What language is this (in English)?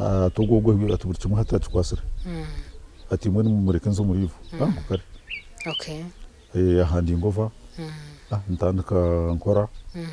Nyankole